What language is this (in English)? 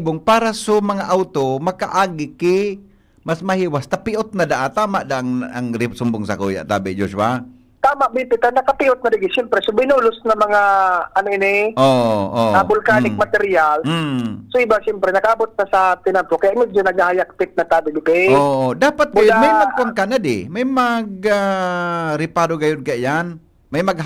Bikol